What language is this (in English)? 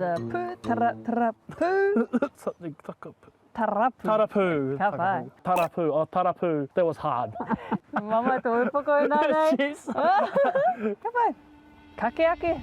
Māori